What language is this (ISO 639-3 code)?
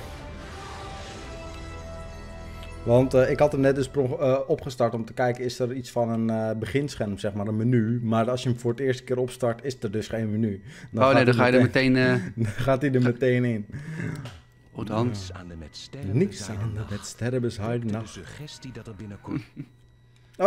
nld